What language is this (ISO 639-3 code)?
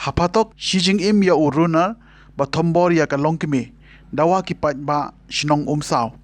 kha